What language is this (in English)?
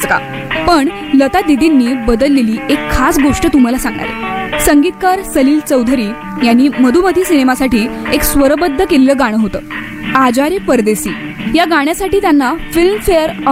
Marathi